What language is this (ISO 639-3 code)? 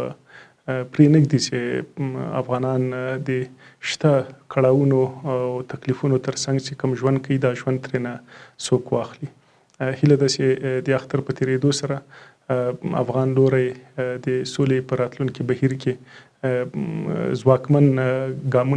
pus